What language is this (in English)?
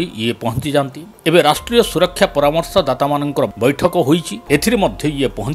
Odia